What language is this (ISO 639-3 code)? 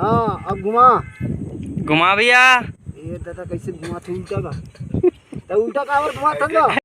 hne